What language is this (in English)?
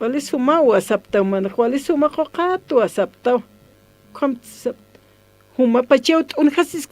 Aymara